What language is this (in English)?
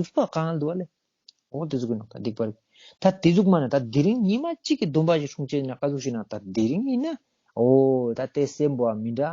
Ladakhi